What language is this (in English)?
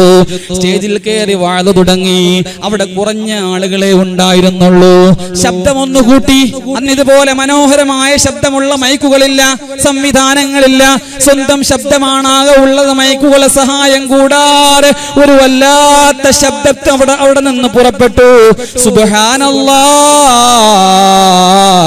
Malayalam